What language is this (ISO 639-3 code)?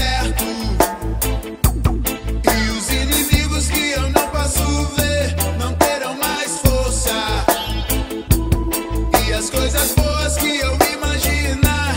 por